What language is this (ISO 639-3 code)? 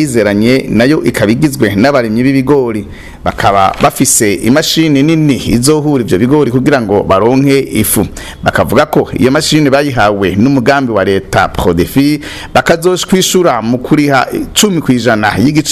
run